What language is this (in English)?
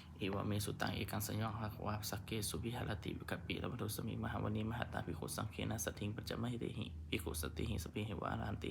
Pali